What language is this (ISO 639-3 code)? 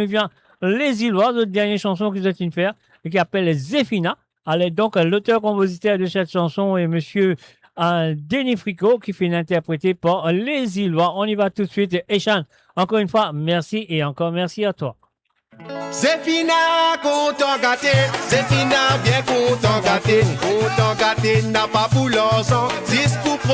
mfe